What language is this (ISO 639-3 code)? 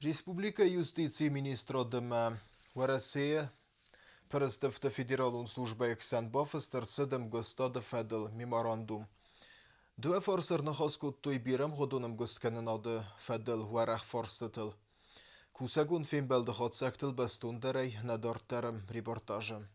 oss